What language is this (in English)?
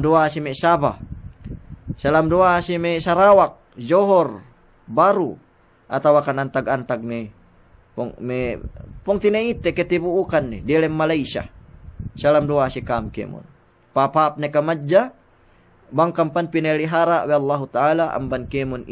Yakan